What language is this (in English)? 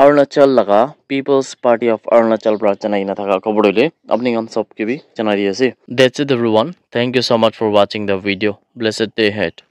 Naga Pidgin